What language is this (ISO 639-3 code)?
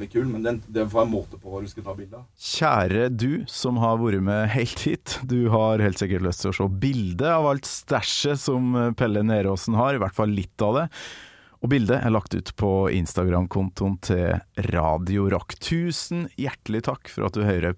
nor